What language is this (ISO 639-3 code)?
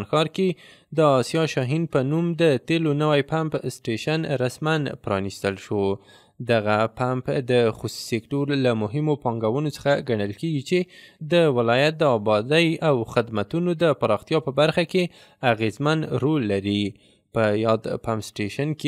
pus